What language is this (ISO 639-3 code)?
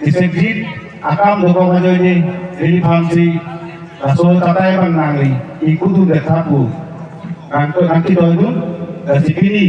mjw